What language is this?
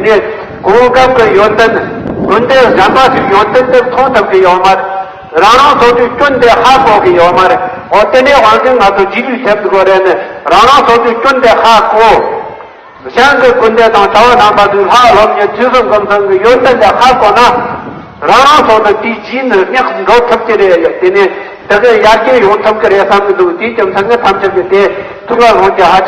Tibetan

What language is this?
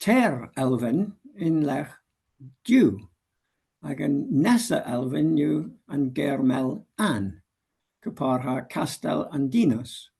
Cornish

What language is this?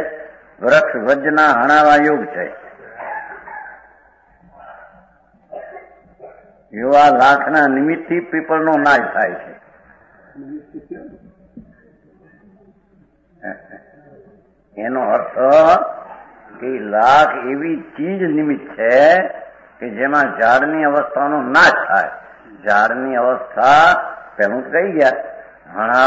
Gujarati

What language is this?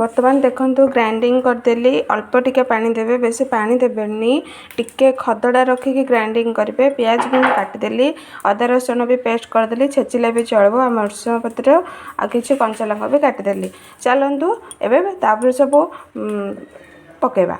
Odia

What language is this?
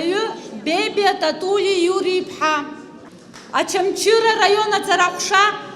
Abkhazian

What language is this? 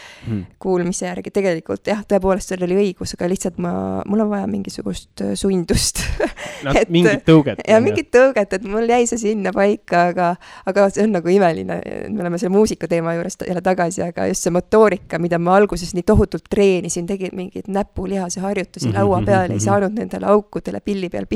Estonian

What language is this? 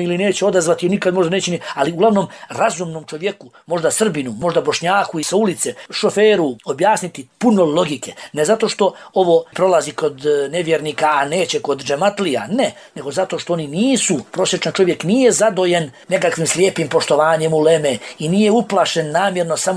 Bosnian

